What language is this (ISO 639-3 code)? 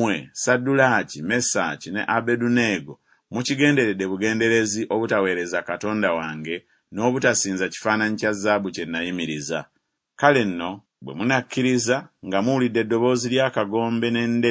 lug